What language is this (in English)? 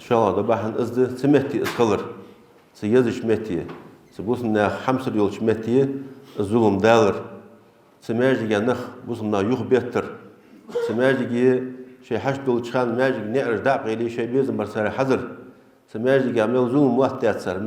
Ingush